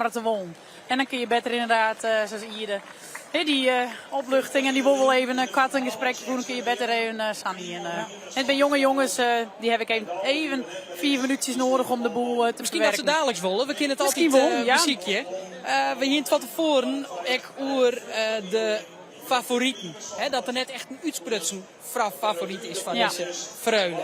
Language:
Western Frisian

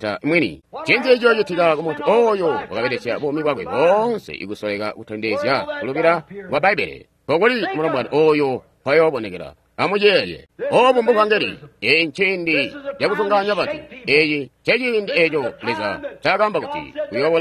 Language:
Tonga (Zambia)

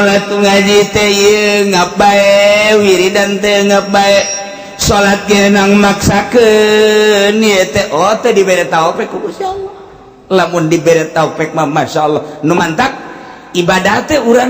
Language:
Sundanese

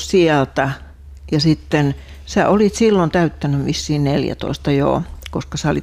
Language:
Finnish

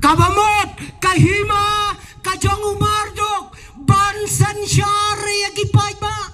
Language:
Khasi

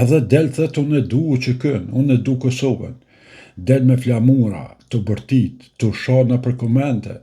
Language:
Albanian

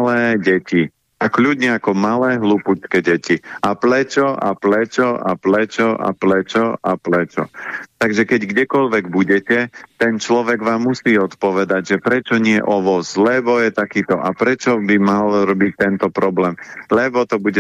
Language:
Slovak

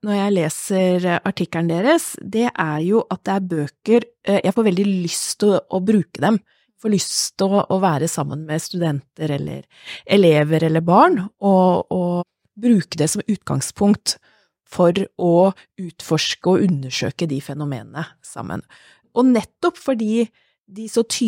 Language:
Norwegian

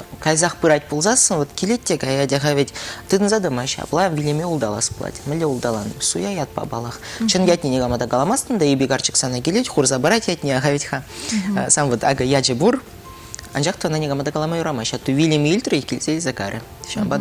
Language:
Chuvash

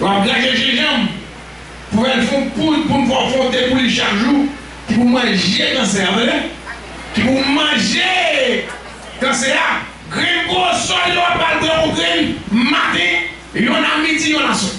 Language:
Haitian Creole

